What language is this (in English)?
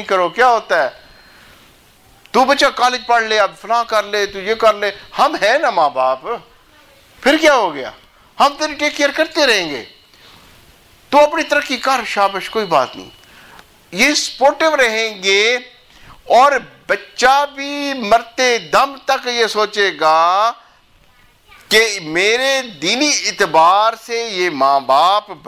Urdu